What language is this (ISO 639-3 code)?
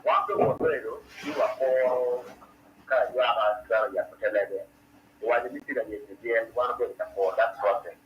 ach